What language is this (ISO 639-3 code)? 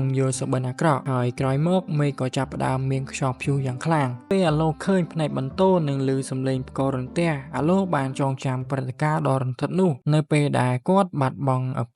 khm